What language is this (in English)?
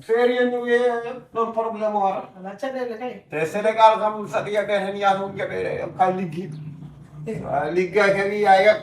Fula